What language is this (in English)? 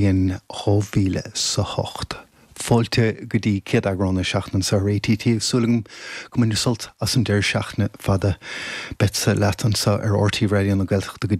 Irish